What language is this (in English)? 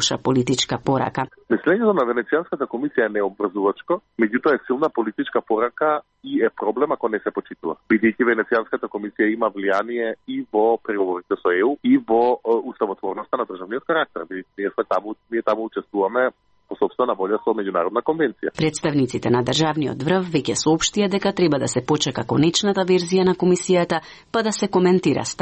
Macedonian